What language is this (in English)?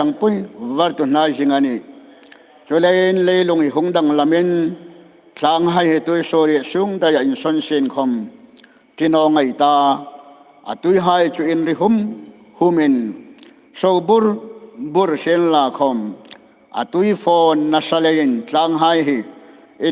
Hmar